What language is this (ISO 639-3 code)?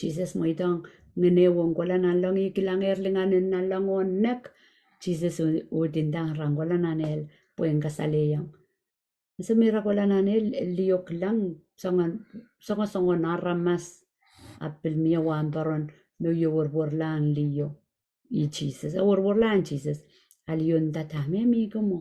pon